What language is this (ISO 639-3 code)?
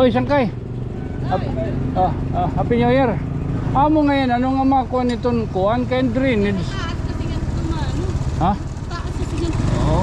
war